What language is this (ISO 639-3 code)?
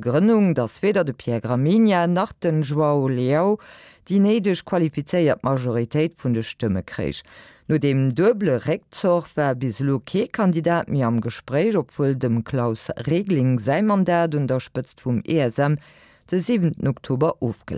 ltz